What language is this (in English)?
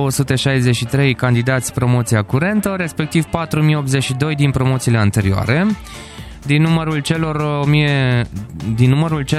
Romanian